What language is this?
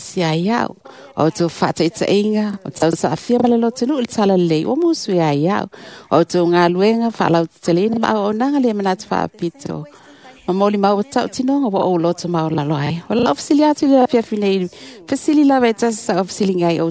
Samoan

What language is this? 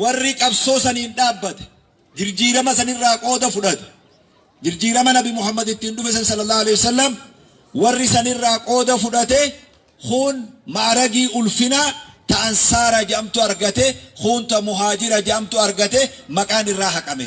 Oromo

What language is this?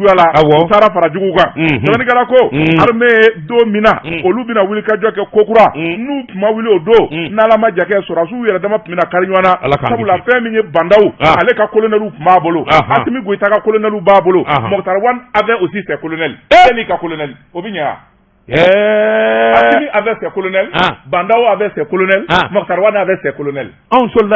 Bambara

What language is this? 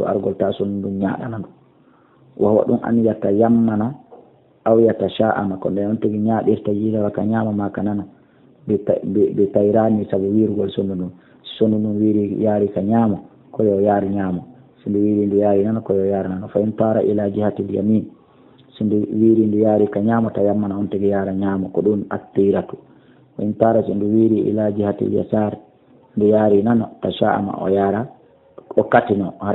Fula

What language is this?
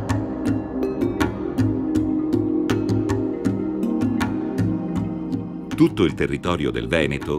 Italian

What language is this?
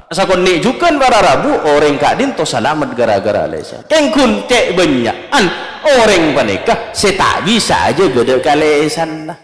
Madurese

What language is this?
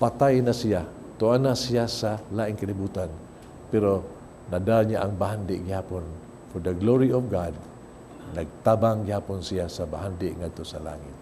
Cebuano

